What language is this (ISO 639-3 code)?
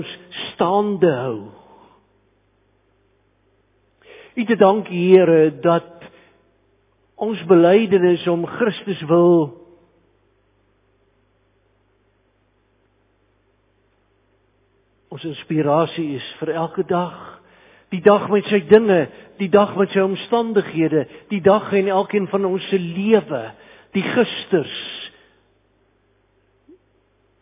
afr